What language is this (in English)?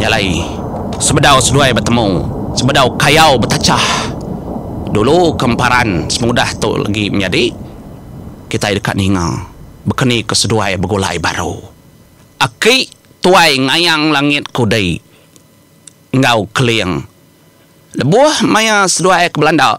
Iban